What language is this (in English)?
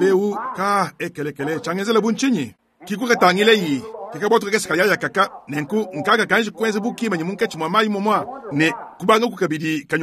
Luba-Lulua